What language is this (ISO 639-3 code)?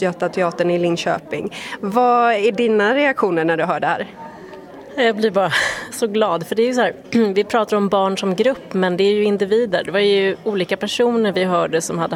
swe